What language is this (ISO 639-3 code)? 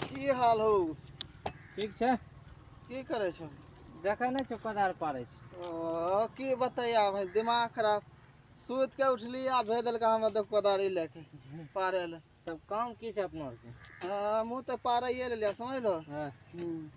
mai